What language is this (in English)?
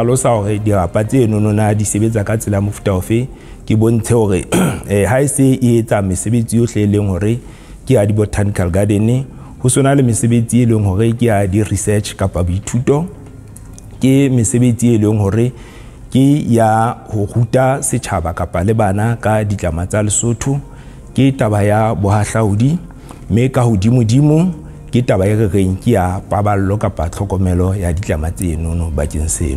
Southern Sotho